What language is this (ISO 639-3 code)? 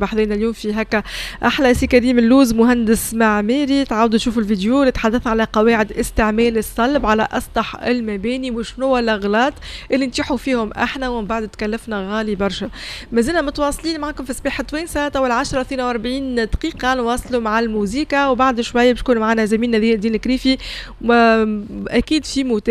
aeb